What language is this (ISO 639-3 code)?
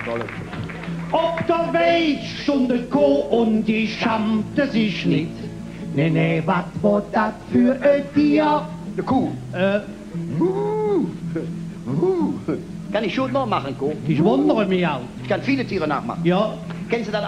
ksh